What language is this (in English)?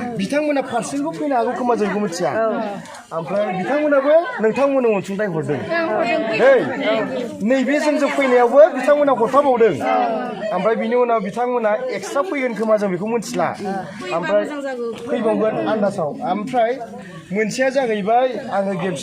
Bodo